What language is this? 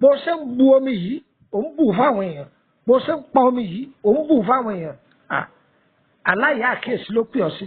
Yoruba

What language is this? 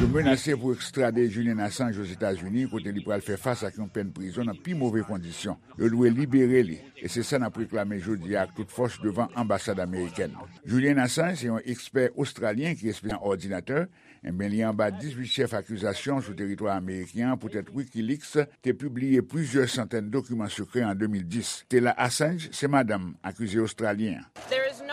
Haitian Creole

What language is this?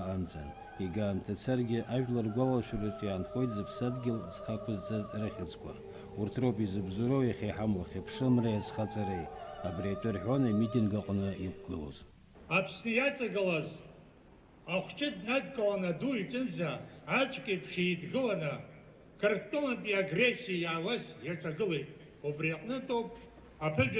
Abkhazian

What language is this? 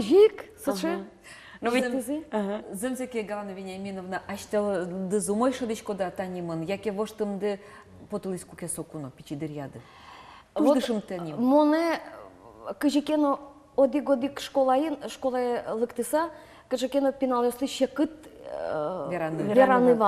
Udmurt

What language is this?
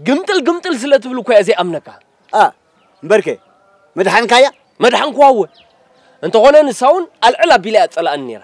Tigrinya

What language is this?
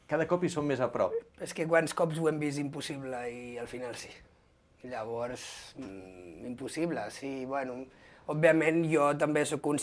Catalan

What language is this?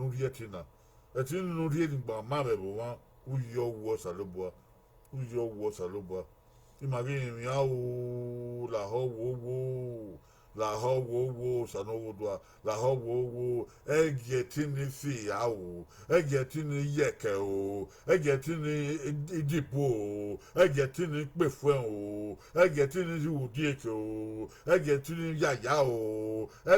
Bini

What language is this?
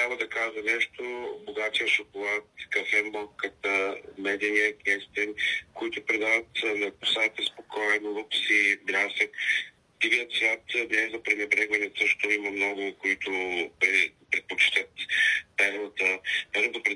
Bulgarian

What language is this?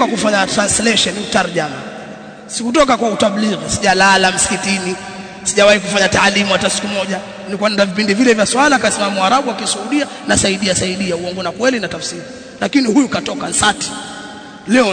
Swahili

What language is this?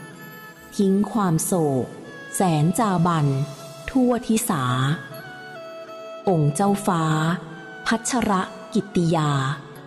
Thai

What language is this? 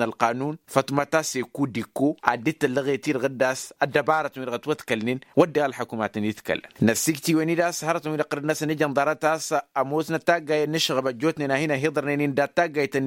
Tamasheq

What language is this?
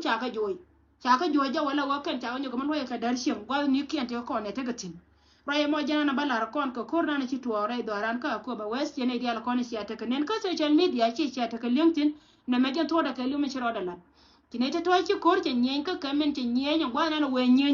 Nuer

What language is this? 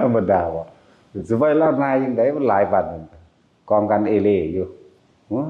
Northeastern Thai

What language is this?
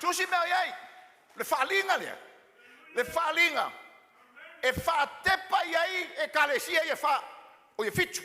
Samoan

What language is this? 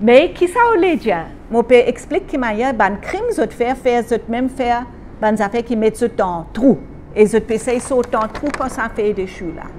Morisyen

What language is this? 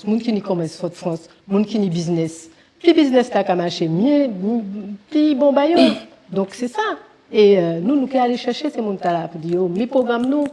Guadeloupean Creole French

